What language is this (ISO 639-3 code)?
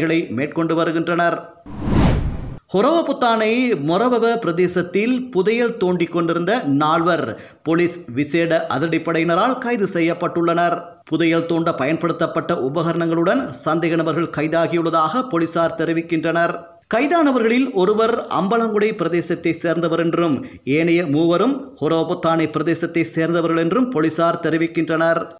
tam